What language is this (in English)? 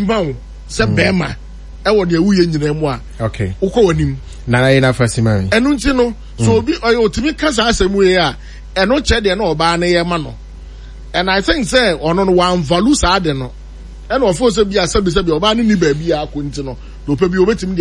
Akan